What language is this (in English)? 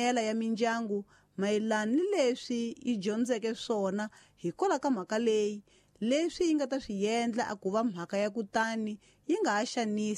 Tsonga